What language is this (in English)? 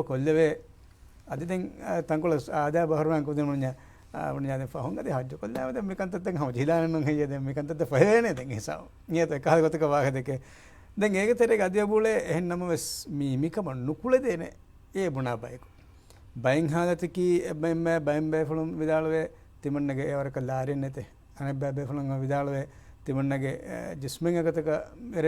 Divehi